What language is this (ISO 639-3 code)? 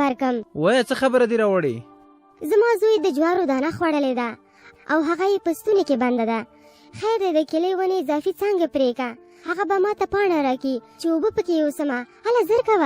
pus